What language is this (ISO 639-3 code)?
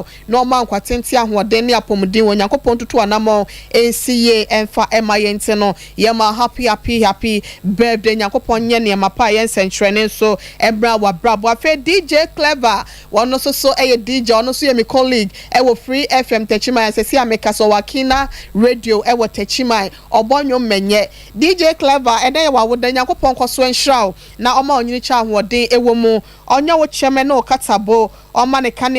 aka